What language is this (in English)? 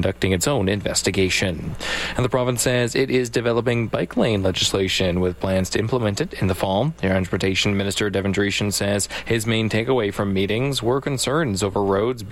English